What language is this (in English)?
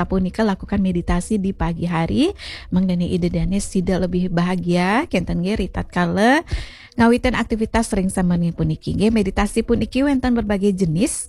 Balinese